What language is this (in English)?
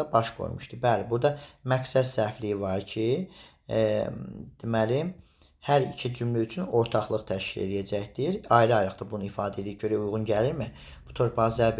Azerbaijani